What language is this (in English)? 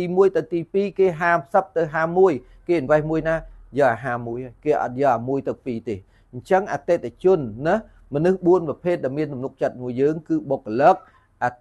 Khmer